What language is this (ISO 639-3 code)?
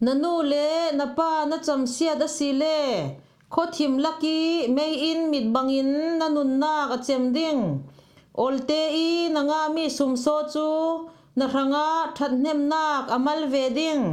cfm